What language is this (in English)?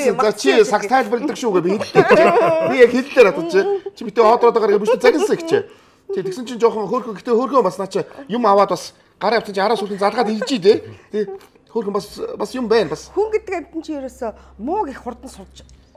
Mongolian